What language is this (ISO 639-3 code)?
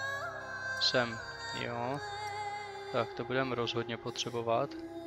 ces